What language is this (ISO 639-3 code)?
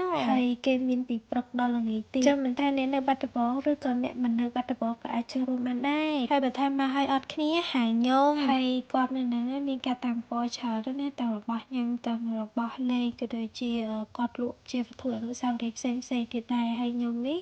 khm